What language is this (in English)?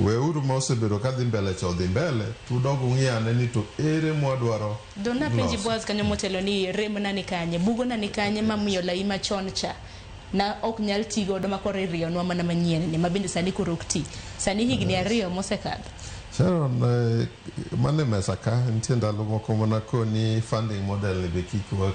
Luo (Kenya and Tanzania)